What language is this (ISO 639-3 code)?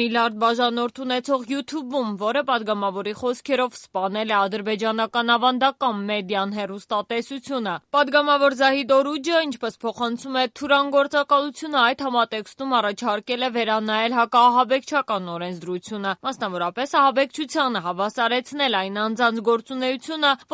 hye